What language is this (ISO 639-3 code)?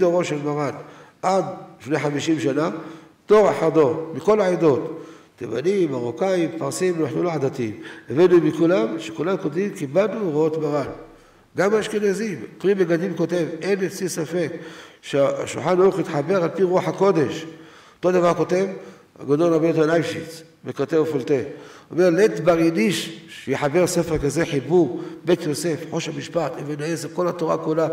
heb